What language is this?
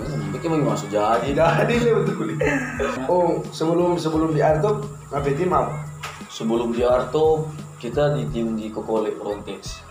Manado Malay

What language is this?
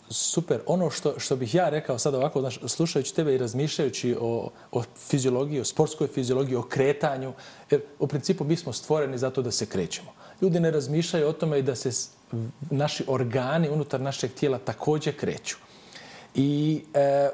Bosnian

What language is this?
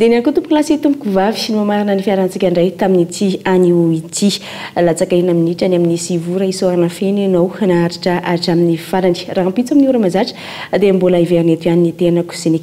Malagasy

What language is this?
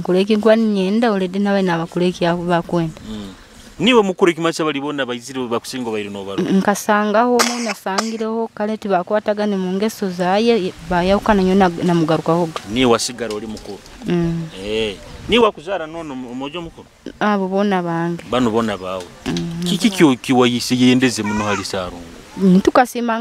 Nyoro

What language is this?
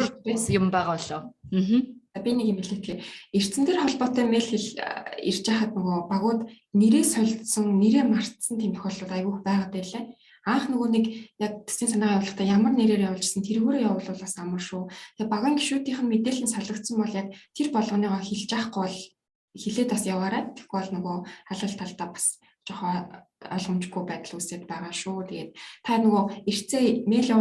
Mongolian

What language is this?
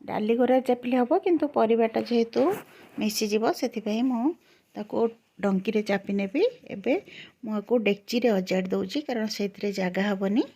Odia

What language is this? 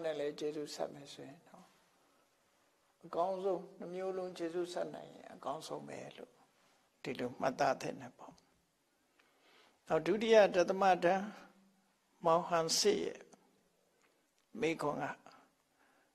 Burmese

